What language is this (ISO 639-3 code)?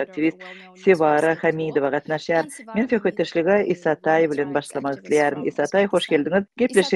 tuk